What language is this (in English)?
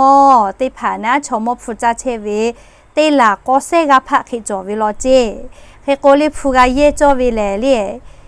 Lahu